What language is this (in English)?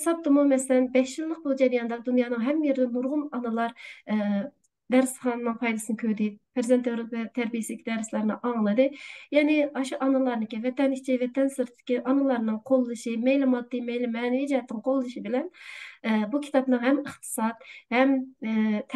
Uyghur